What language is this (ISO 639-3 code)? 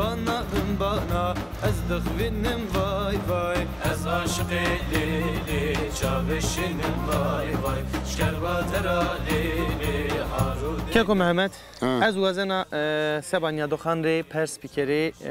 zza